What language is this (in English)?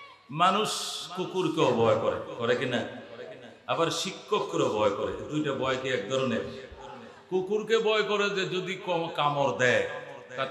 Bangla